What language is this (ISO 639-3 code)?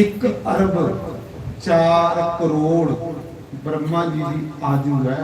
doi